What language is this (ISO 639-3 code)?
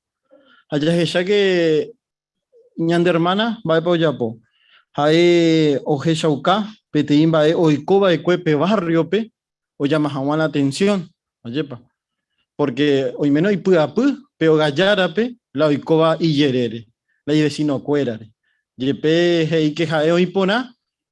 grn